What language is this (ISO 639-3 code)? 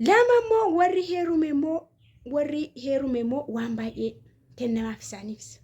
orm